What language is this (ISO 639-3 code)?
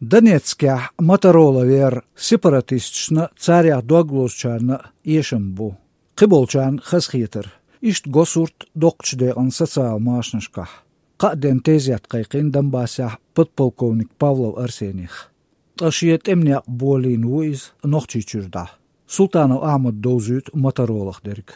che